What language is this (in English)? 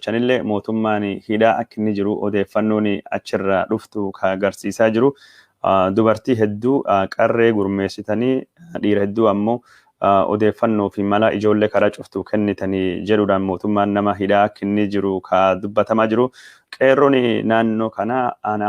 Oromo